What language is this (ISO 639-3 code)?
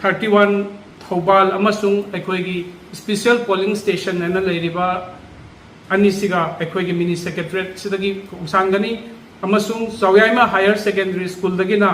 mni